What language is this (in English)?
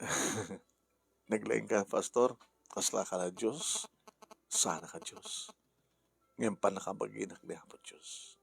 Iloko